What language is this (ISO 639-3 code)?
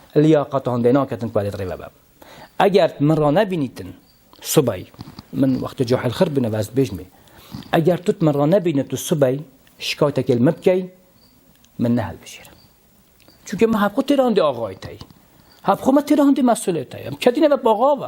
kur